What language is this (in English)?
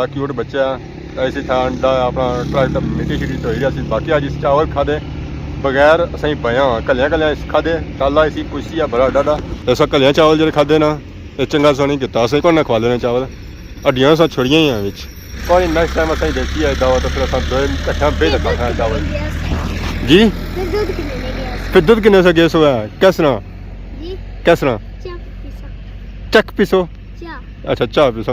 Pahari-Potwari